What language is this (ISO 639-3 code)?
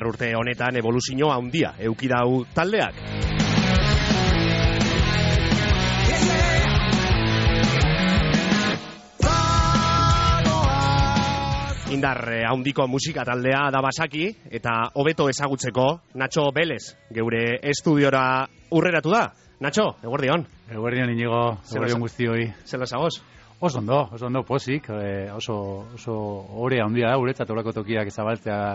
eus